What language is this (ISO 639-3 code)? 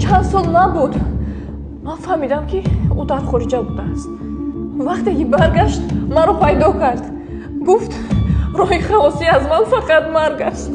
tgk